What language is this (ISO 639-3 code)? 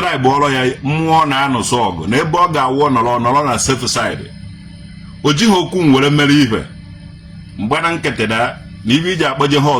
ibo